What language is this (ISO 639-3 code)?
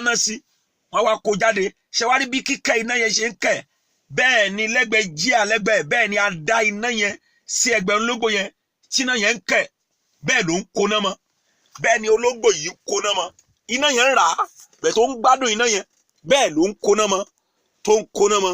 yor